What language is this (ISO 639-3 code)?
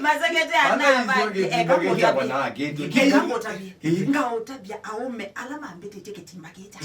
kam